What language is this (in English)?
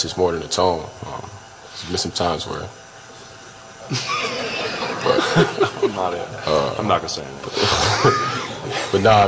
English